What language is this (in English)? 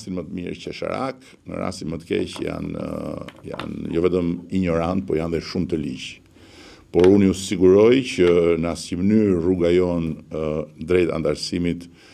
Albanian